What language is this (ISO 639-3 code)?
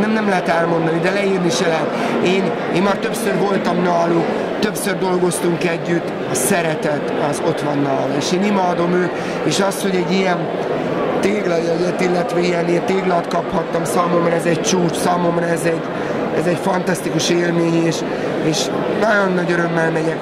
hun